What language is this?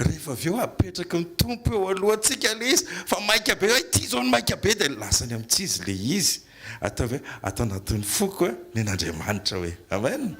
Malagasy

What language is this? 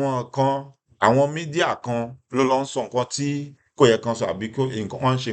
Yoruba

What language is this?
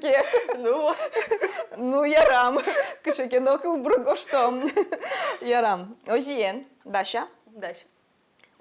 Udmurt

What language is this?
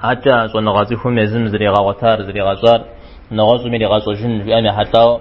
Kabardian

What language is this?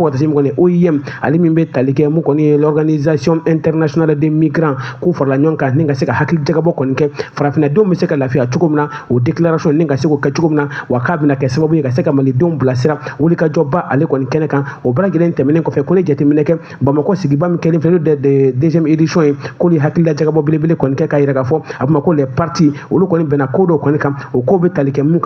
Bambara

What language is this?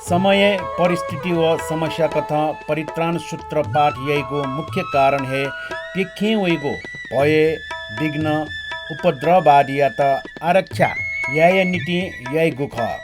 Newari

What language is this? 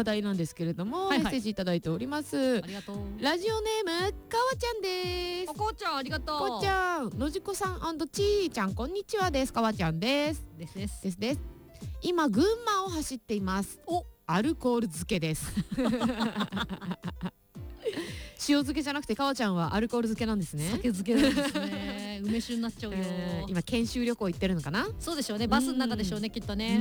Japanese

